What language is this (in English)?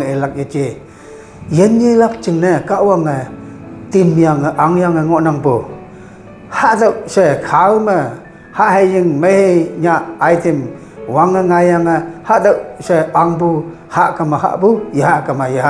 Konyak Naga